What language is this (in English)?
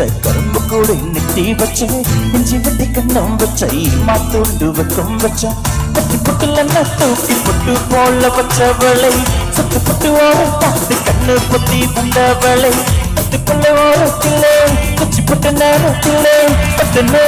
Tamil